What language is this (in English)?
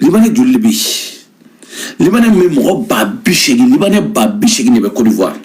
Bambara